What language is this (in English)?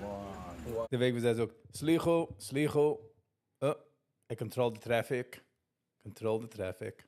Yiddish